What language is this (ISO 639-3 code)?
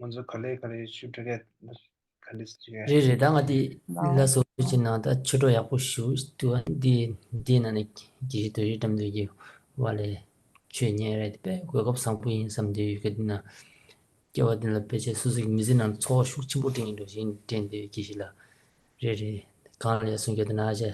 bod